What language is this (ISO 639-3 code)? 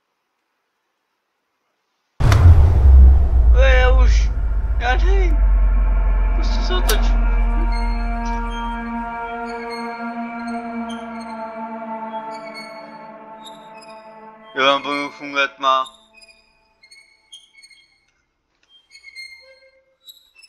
ces